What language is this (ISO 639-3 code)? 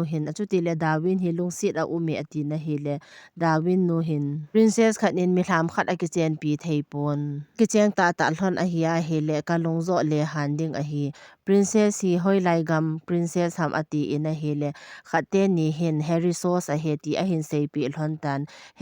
tcz